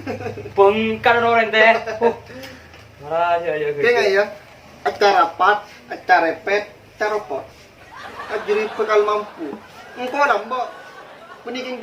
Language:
Madurese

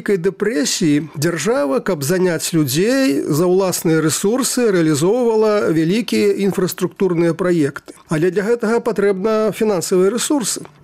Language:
Belarusian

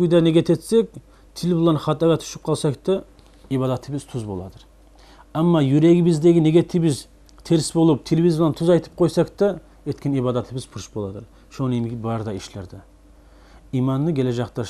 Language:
Kumyk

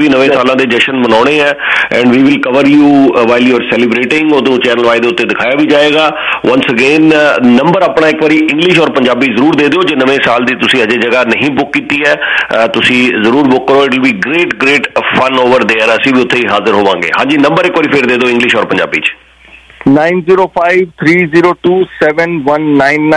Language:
Punjabi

